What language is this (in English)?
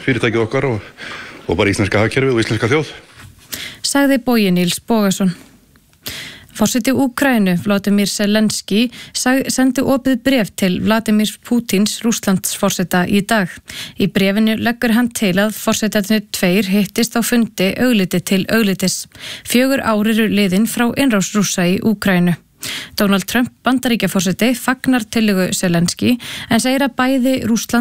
Icelandic